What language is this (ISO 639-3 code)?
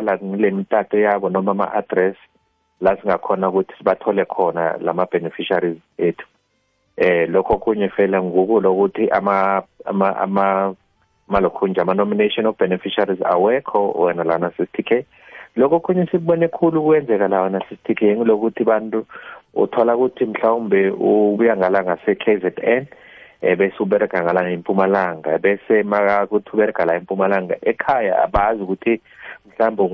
nbl